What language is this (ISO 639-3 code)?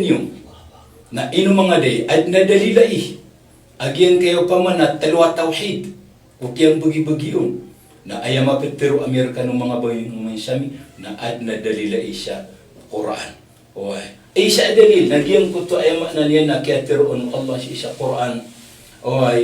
mrw